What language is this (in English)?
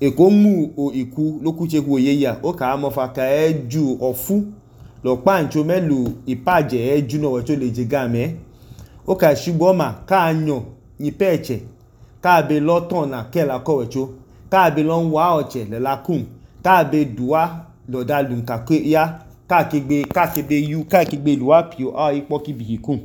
Idoma